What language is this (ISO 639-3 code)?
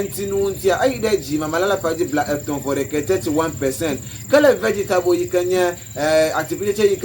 ewe